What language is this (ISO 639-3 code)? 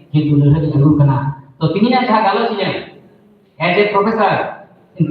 sat